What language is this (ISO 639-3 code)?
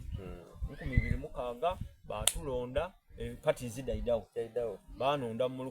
xog